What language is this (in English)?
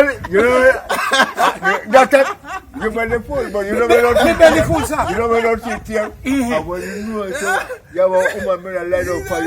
Jamaican Creole English